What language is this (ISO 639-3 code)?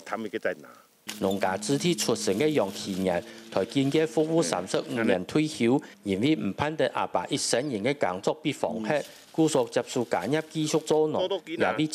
hak